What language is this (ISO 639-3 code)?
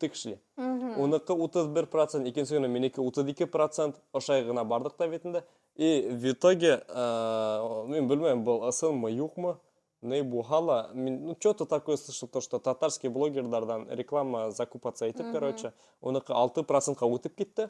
bak